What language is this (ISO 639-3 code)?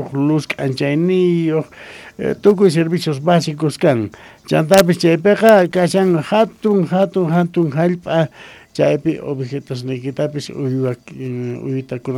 quh